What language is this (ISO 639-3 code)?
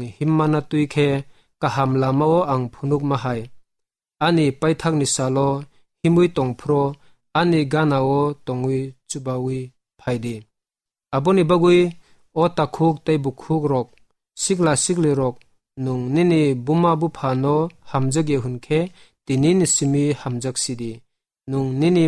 trp